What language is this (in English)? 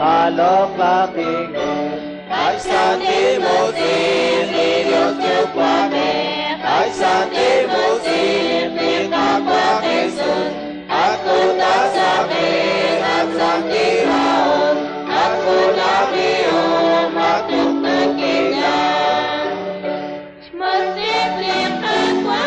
Kekchí